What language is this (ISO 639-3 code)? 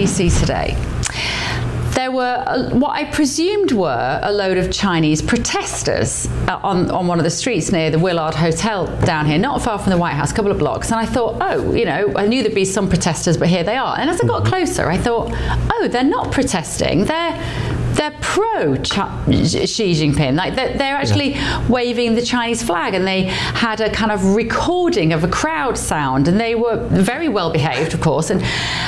eng